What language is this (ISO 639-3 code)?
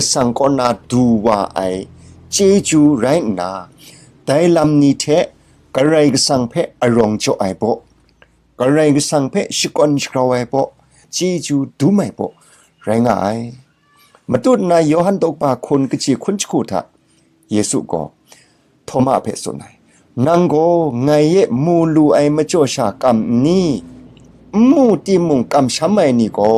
kac